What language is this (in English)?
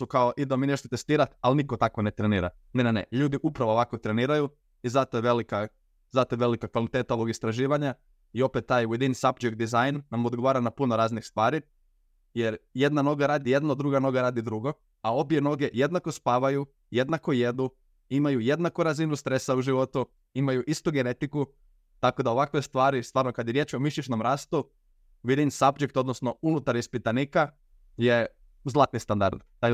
Croatian